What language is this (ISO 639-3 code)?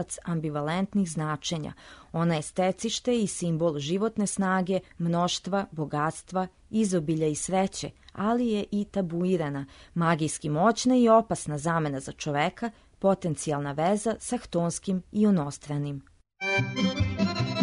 srp